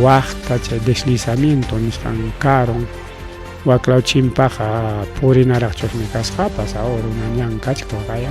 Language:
Ayacucho Quechua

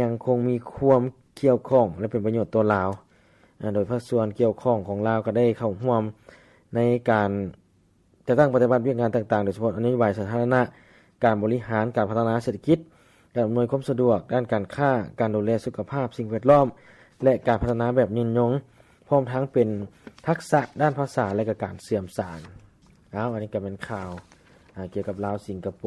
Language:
Lao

